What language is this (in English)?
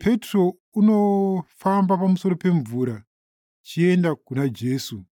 Shona